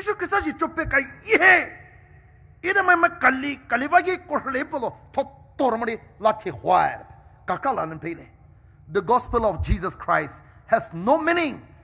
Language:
Poumei Naga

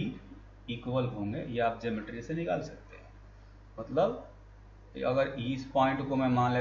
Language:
Hindi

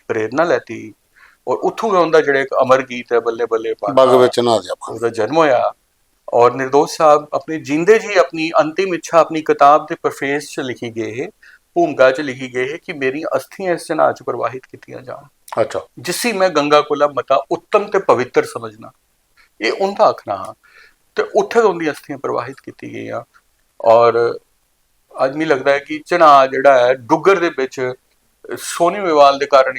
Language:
Dogri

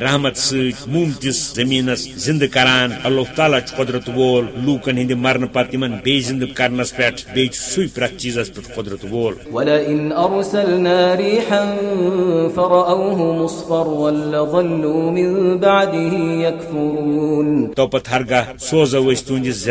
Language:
Kashmiri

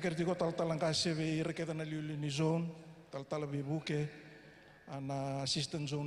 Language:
Fijian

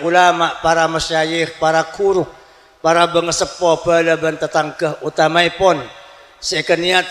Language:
Madurese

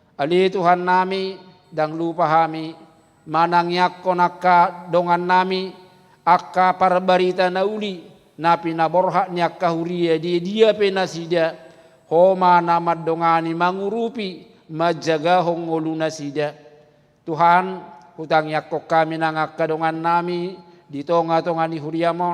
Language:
Batak Toba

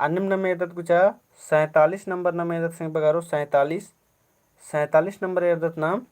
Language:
Kurukh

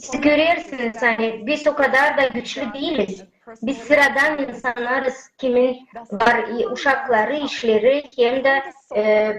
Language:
Gagauz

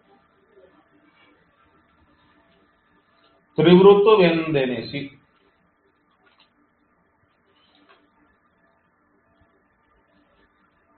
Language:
Kannada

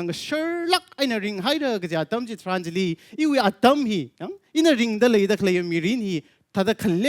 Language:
Tangkhul Naga (India)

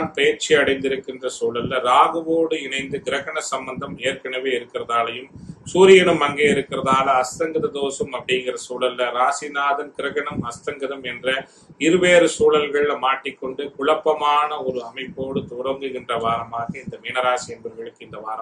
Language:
Tamil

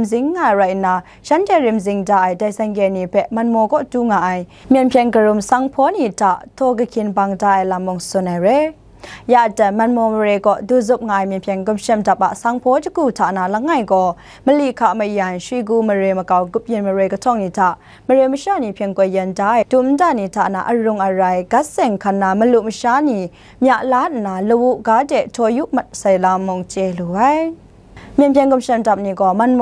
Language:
Kachin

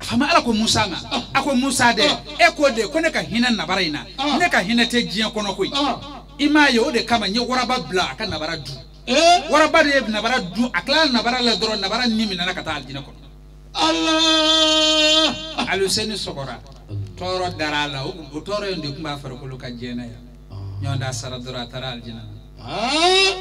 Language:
Bambara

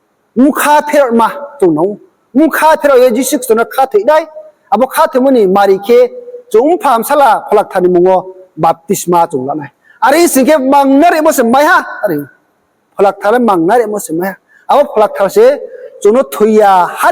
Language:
Riang (India)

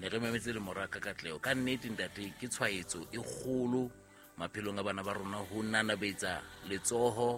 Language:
Southern Sotho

